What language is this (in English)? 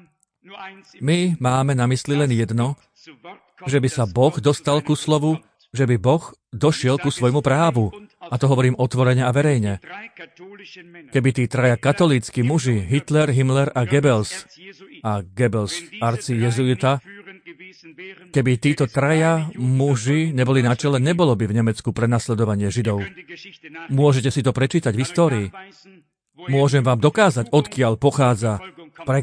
Slovak